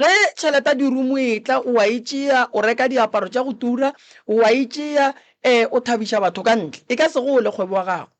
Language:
Northern Sotho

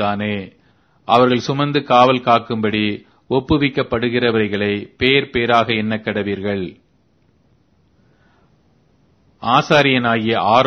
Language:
Tamil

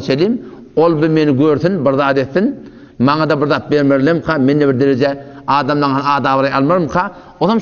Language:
Turkmen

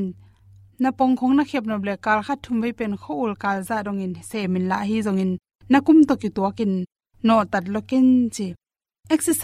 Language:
Tedim Chin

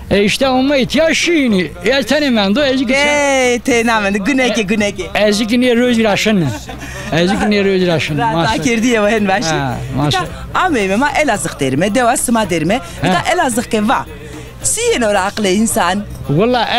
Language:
Zaza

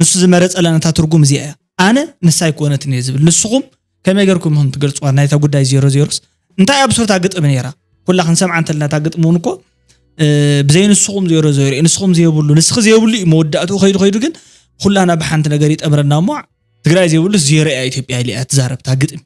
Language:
Tigrinya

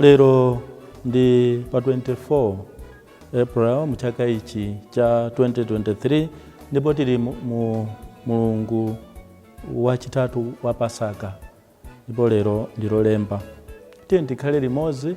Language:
Nyanja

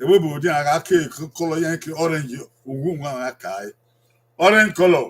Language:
Bini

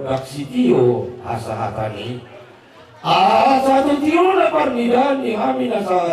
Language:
Batak Toba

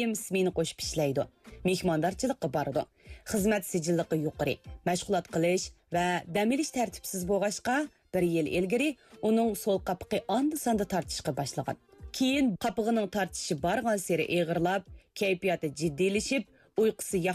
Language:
Uyghur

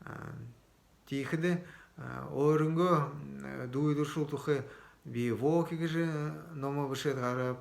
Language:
Buriat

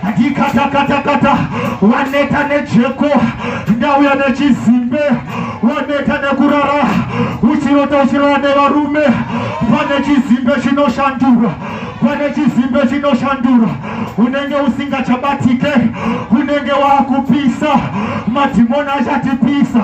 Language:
Shona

